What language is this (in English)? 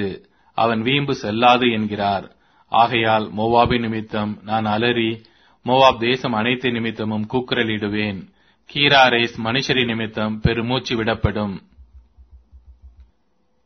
Tamil